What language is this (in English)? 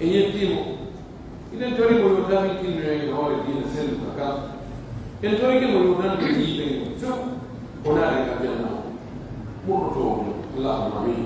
Pular